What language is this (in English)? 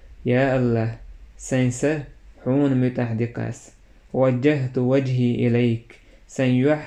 Chechen